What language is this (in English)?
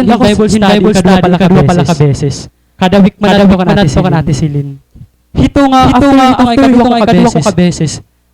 Waray